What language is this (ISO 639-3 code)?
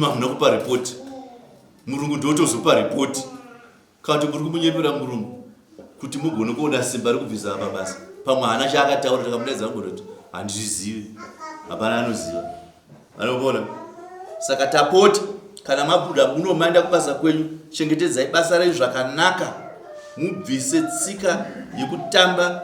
sna